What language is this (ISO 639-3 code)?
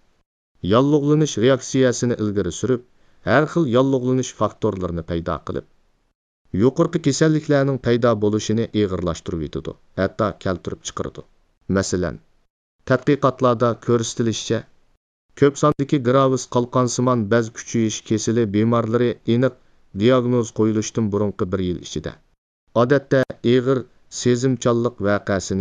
uig